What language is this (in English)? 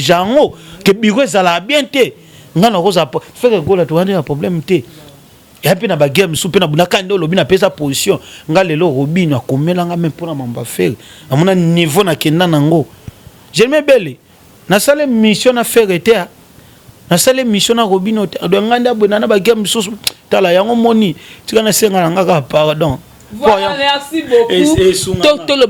Lingala